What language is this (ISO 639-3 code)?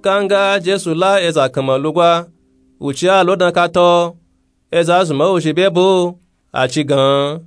nup